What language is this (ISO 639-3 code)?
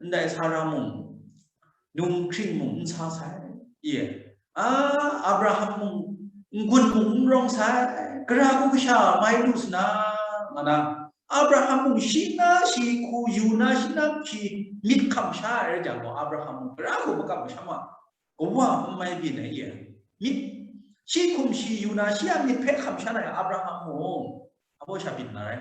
kac